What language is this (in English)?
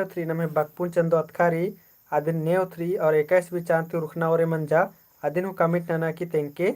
Kurukh